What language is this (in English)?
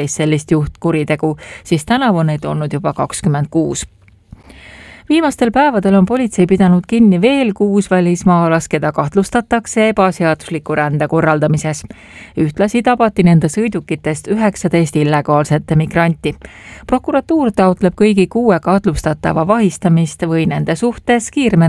Estonian